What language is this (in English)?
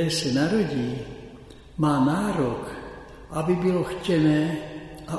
Czech